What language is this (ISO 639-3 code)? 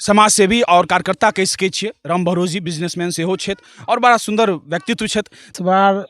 mai